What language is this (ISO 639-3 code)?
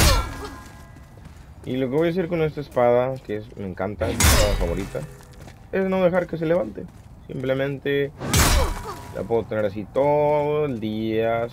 spa